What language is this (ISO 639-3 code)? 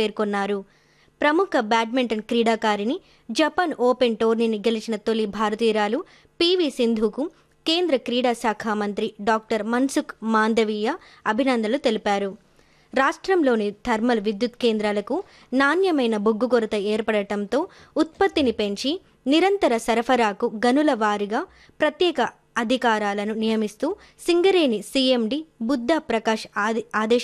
tel